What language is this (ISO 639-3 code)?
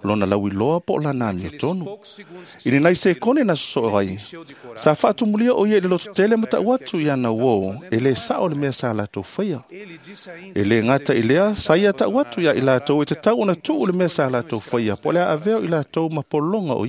smo